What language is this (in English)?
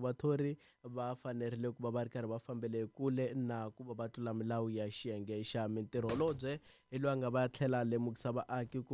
Tsonga